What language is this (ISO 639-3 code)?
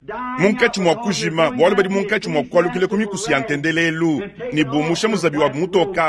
lua